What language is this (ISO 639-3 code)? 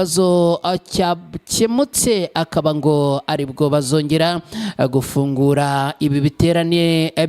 kin